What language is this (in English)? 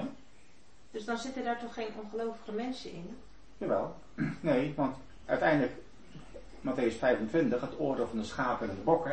Dutch